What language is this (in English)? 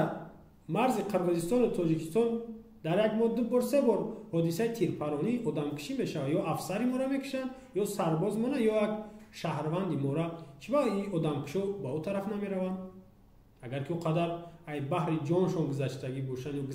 Tajik